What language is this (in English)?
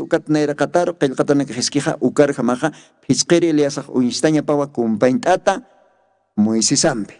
Aymara